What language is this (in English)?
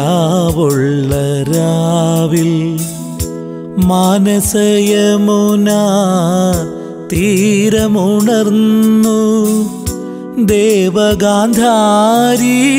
Malayalam